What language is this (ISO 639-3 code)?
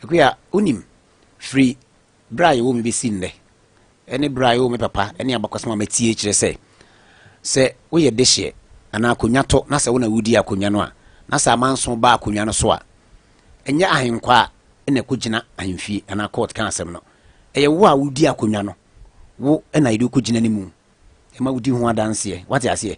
aka